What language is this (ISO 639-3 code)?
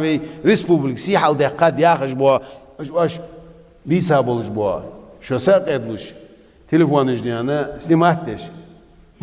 inh